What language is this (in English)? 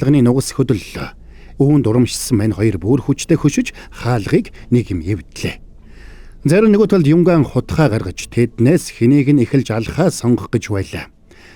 Mongolian